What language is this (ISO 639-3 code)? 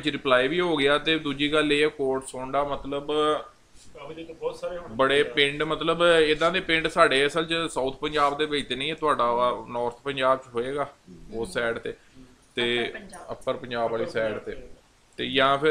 pan